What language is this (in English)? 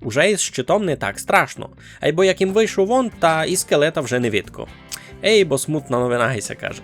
Rusyn